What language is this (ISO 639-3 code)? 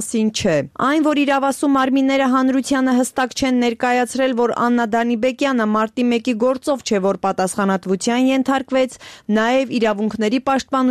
hye